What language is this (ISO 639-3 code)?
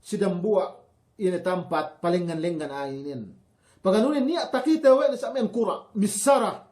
yka